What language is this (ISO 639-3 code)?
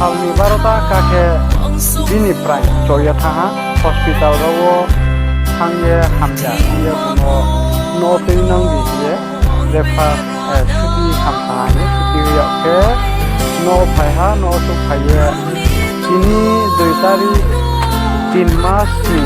ria